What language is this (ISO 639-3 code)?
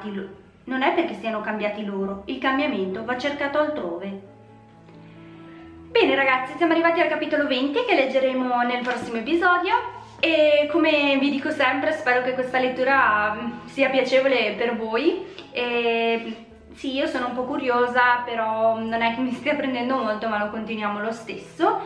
ita